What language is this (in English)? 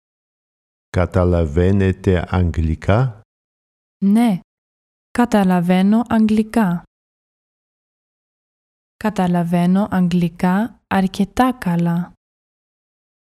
Greek